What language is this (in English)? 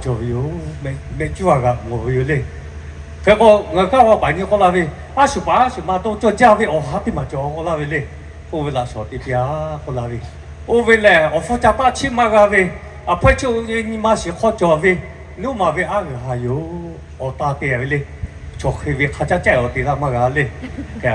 Lahu